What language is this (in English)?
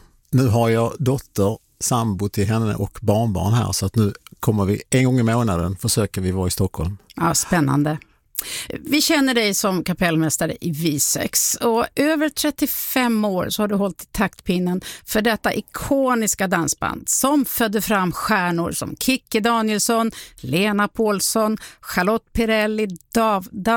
Swedish